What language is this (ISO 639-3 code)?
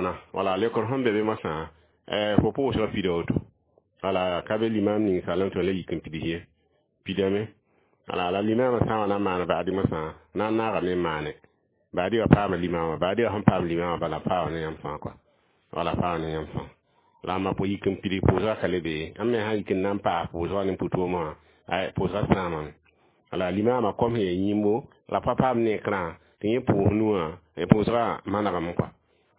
mos